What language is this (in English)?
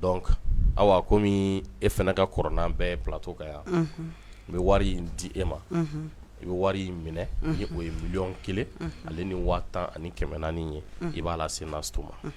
Bambara